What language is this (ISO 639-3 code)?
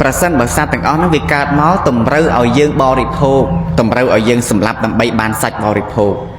khm